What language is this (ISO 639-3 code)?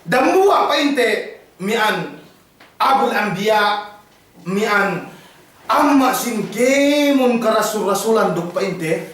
yka